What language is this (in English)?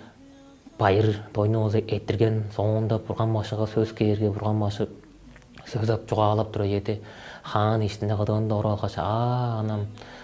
Tuvinian